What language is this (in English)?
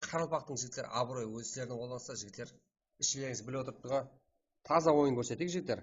Kara-Kalpak